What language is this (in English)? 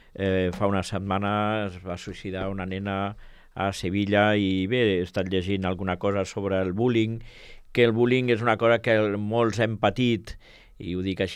Catalan